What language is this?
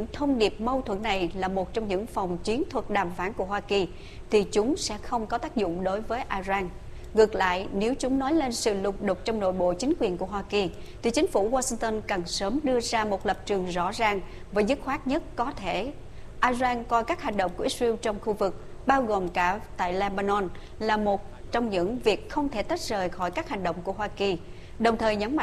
Vietnamese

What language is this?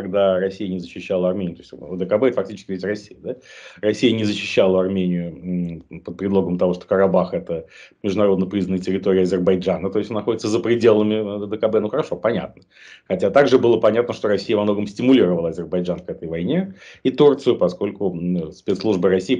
Russian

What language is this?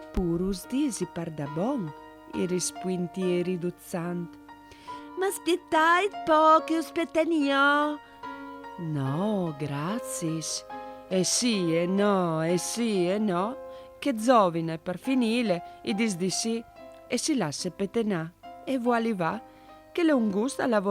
Friulian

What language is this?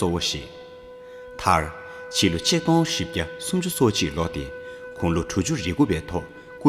Tibetan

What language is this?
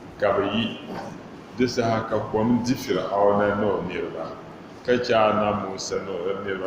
Dagbani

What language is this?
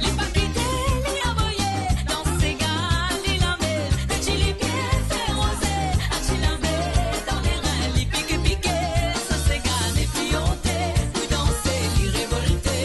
Morisyen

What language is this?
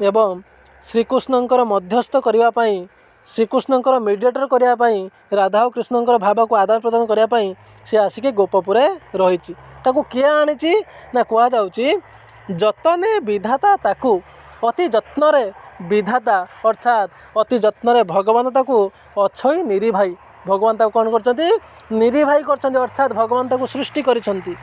Odia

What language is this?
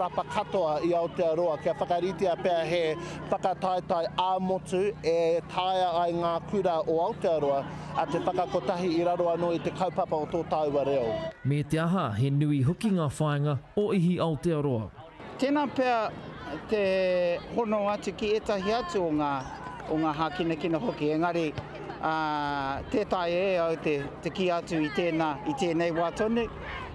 Māori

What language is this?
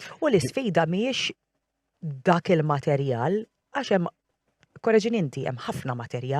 Maltese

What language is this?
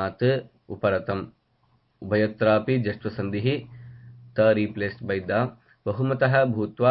Sanskrit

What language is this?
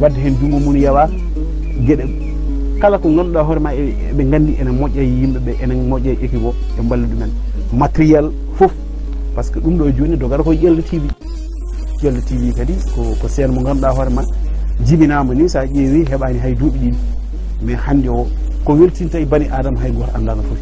Fula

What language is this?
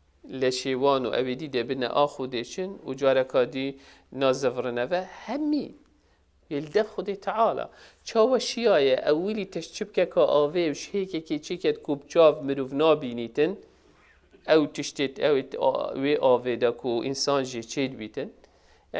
Kurdish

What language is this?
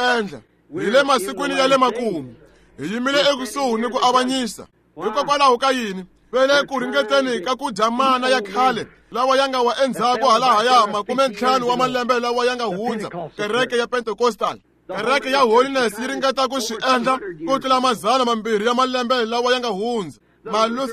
Tsonga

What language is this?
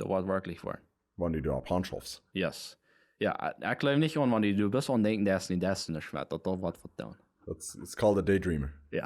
Plautdietsch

